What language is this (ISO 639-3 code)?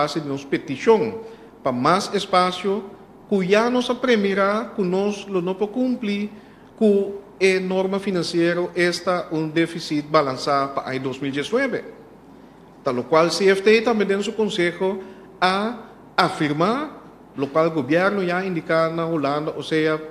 pap